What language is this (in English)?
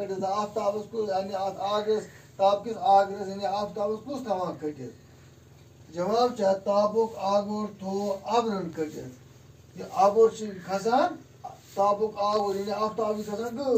Kashmiri